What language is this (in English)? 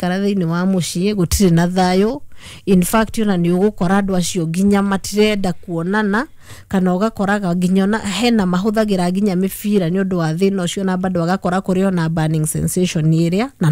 Kikuyu